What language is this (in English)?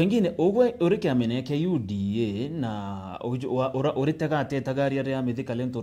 Meru